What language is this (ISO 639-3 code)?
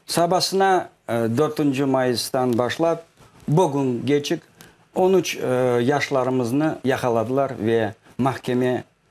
crh